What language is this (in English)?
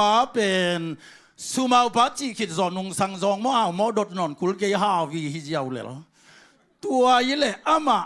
Tedim Chin